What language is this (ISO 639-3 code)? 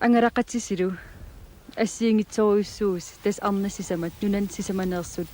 kal